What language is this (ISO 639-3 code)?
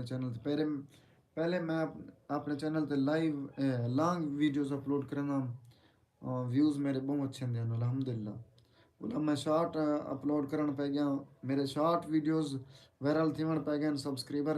skr